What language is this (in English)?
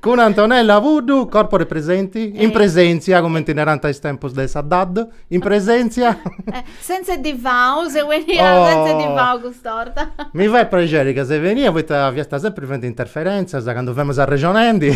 Sardinian